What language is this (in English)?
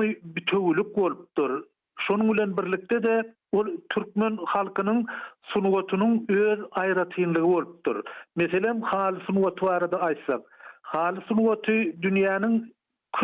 Turkmen